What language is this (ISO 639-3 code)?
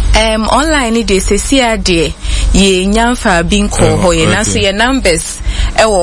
aka